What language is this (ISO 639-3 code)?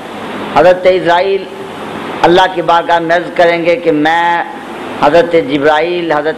urd